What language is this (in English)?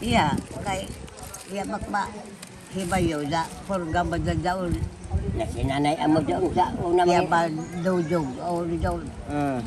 Cebuano